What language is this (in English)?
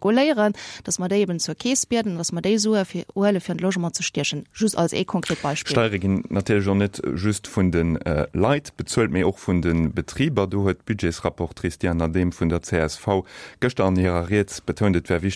Luxembourgish